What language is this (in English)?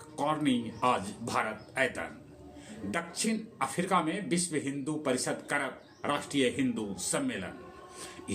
Magahi